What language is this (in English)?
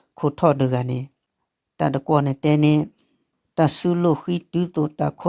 S'gaw Karen